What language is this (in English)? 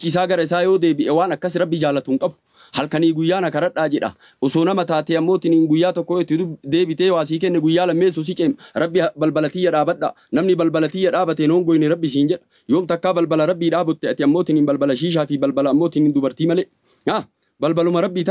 Oromo